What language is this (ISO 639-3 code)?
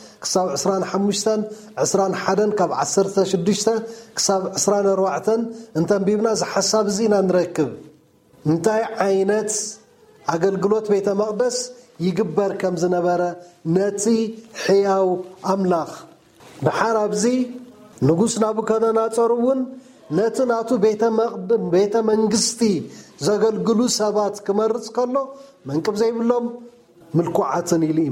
tir